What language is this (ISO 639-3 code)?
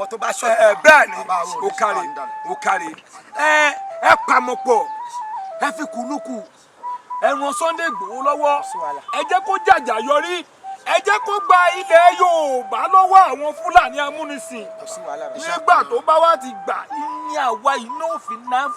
yor